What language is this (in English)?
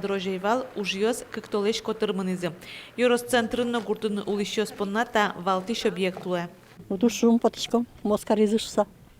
Udmurt